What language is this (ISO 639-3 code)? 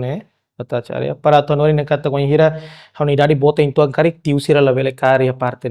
tet